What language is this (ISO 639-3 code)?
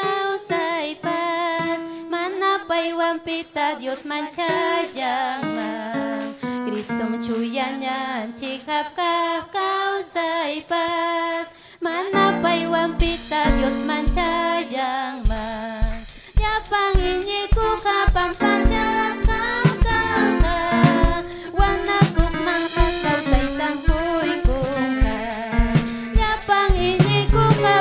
quy